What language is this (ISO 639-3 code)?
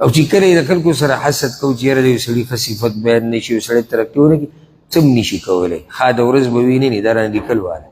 pus